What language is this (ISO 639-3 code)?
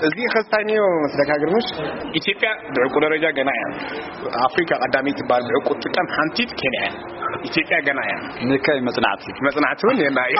tir